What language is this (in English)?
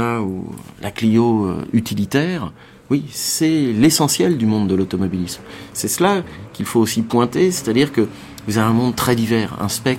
French